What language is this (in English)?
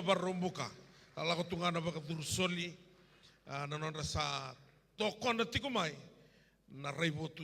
Fijian